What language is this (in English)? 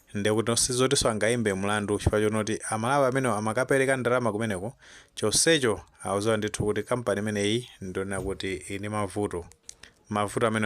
Nyanja